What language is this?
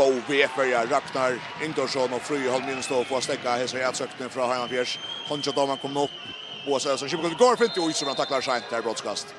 Faroese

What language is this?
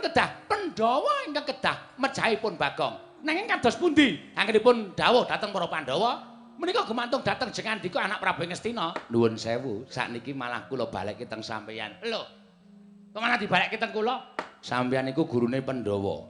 Javanese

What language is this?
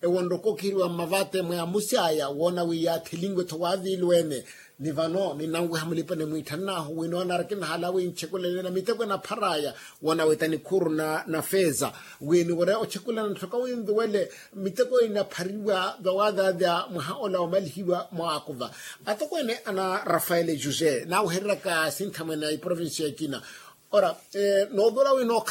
Makhuwa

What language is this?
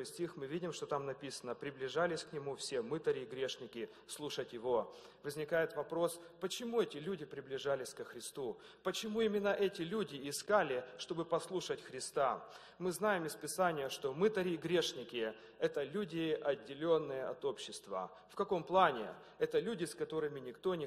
Russian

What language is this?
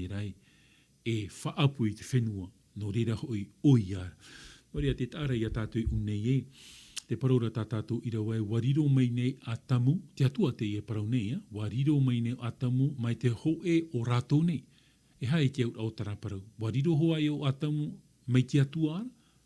Tahitian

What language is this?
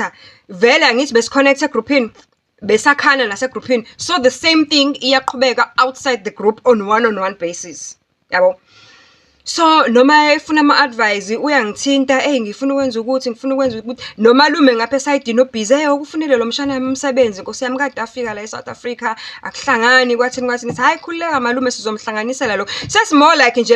Zulu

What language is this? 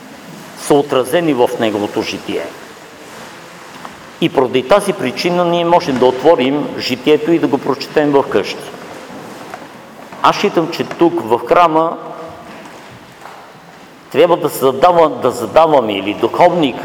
Bulgarian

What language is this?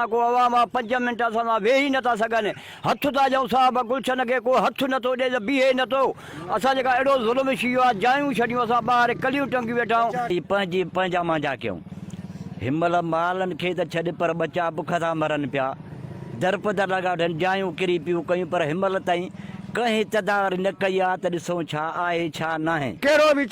Sindhi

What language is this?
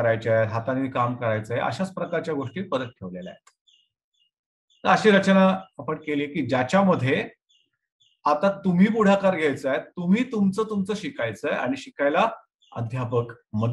Marathi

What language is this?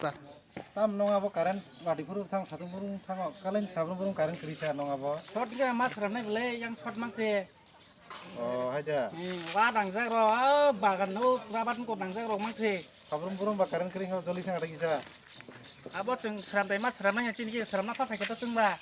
Kok Borok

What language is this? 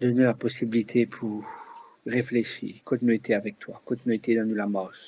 Morisyen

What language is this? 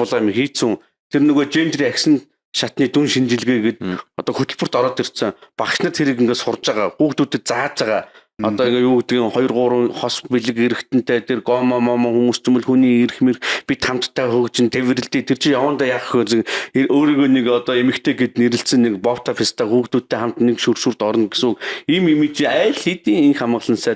Mongolian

